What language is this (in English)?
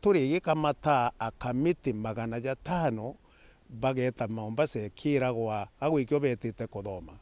Meru